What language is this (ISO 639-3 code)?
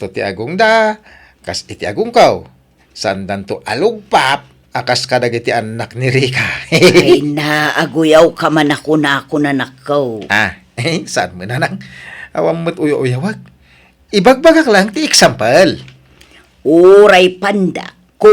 ilo